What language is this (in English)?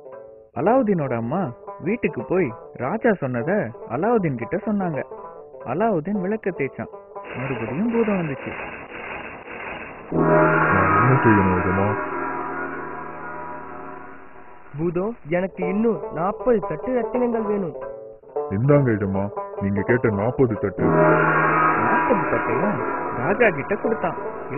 Tamil